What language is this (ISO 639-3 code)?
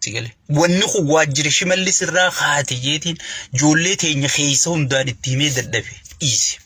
orm